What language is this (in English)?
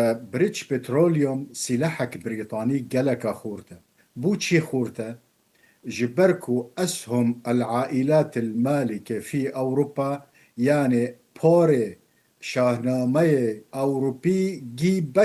Kurdish